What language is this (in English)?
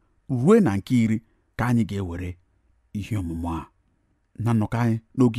Igbo